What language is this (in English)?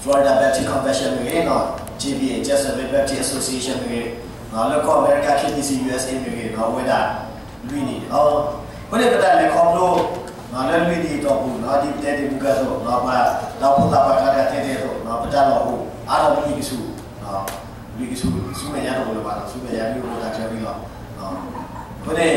S'gaw Karen